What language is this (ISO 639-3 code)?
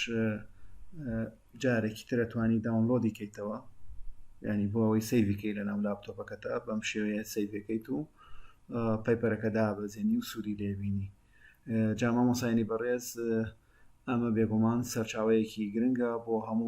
ckb